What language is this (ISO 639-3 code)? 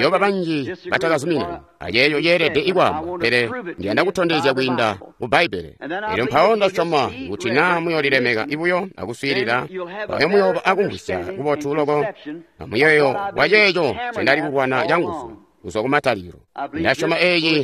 toi